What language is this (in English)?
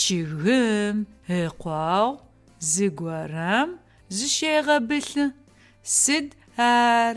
Adyghe